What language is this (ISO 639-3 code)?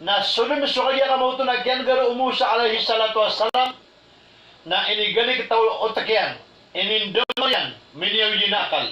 mrw